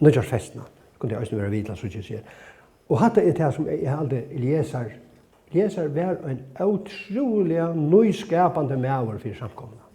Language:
Faroese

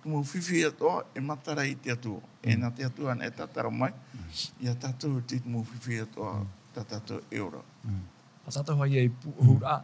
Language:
Tahitian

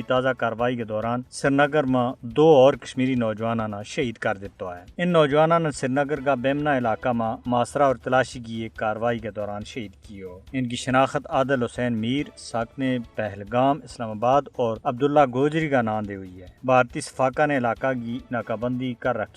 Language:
Gujari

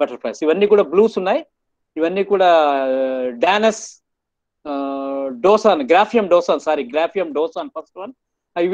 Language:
Telugu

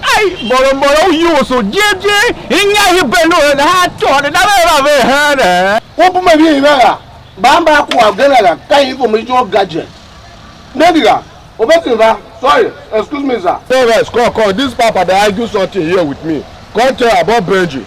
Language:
Tiv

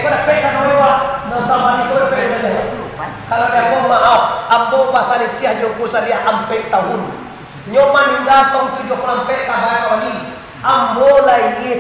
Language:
Minangkabau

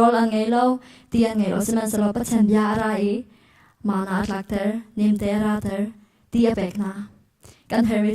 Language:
Hakha Chin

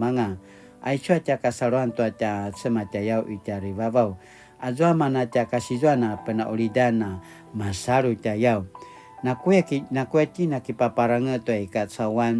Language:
Paiwan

